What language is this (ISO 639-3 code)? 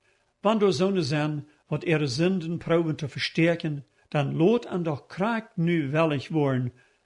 pdt